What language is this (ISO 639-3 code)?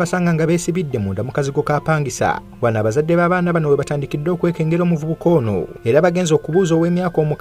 lug